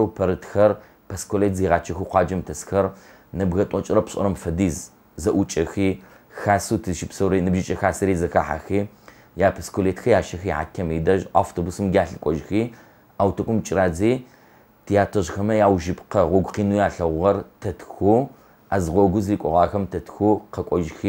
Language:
Adyghe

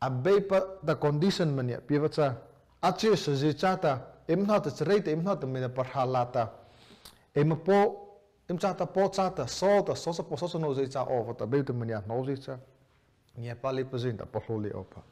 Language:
Mara Chin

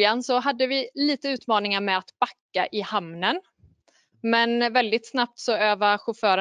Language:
Swedish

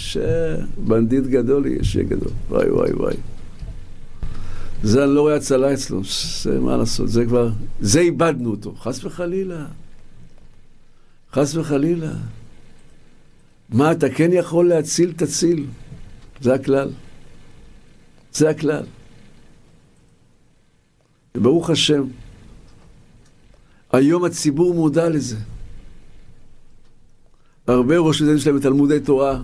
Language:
Hebrew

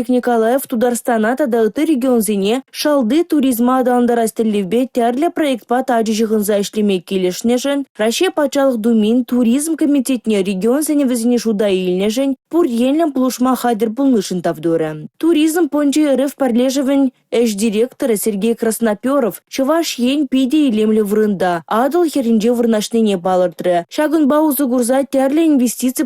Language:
Chuvash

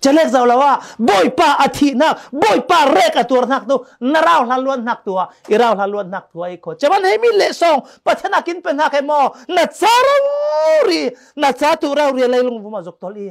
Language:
Falam Chin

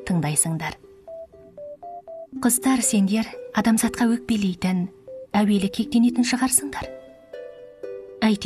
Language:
Kazakh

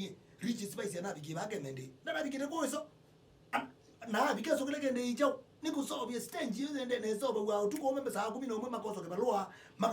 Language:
Kamba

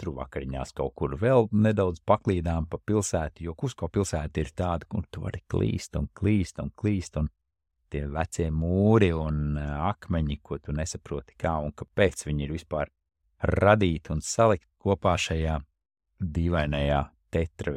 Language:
Latvian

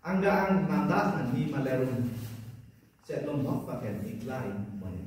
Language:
Limbu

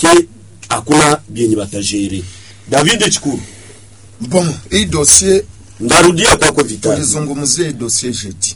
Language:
Swahili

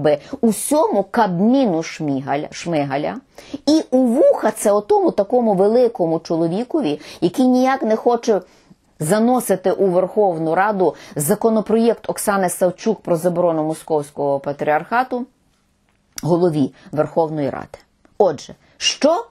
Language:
Ukrainian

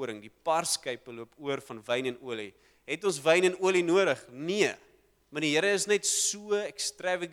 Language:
Afrikaans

